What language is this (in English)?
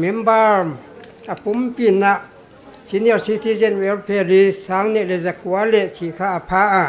Paite Chin